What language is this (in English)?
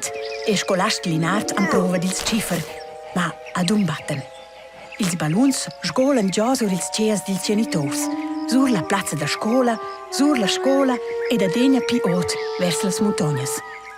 Romansh